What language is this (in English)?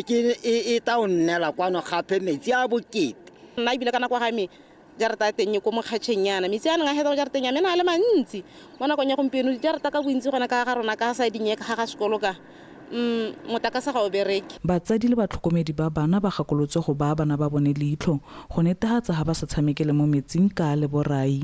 Tswana